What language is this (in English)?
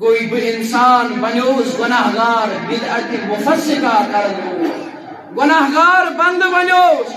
Kashmiri